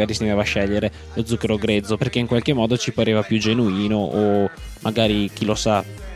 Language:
Italian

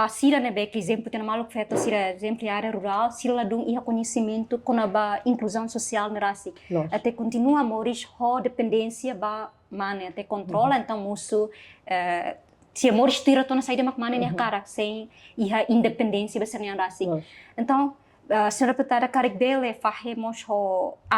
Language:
Tetum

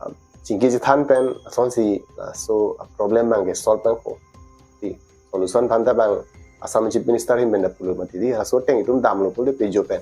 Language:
Karbi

